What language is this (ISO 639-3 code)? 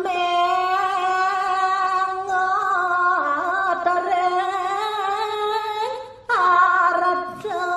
ban